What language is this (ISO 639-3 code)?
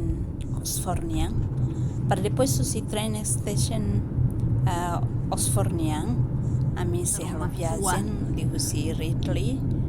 tet